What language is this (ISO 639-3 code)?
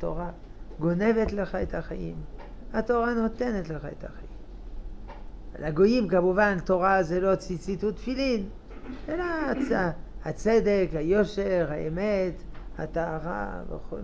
heb